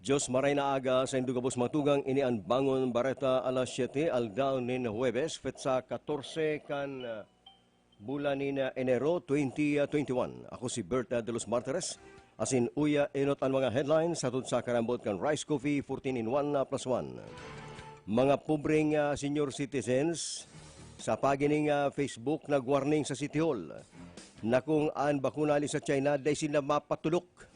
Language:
Bikol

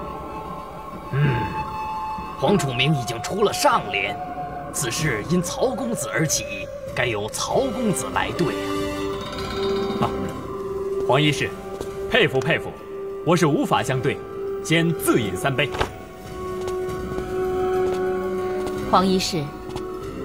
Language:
Chinese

